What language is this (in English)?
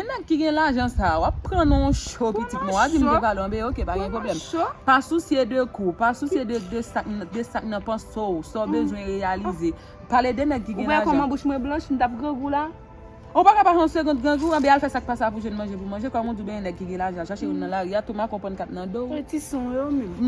Haitian Creole